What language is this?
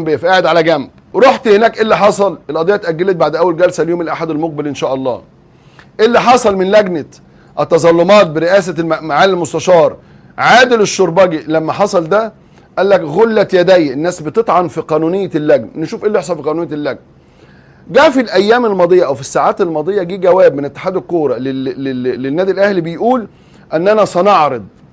Egyptian Arabic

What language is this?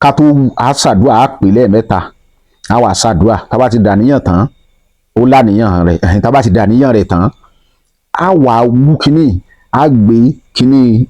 Yoruba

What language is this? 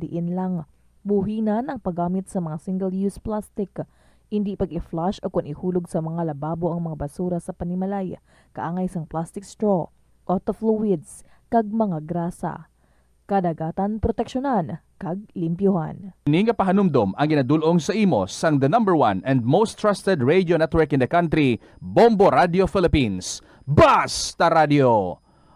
Hiligaynon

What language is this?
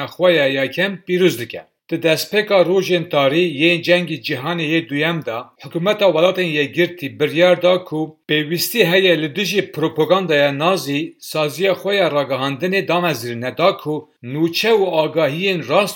Kurdish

